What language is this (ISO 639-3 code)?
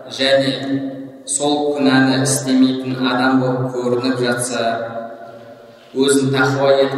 kaz